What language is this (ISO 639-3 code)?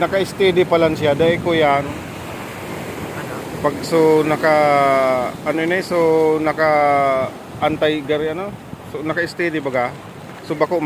bik